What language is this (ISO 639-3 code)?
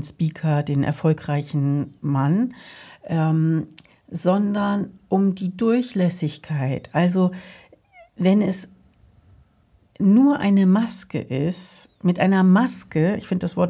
deu